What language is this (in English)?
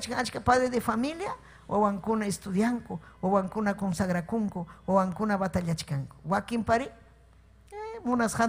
Ayacucho Quechua